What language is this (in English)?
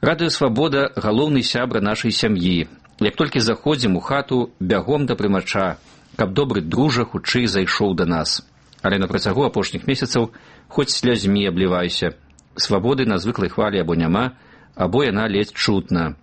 Belarusian